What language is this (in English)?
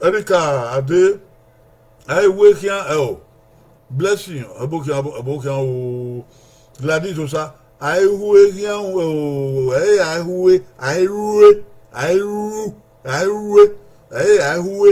Bini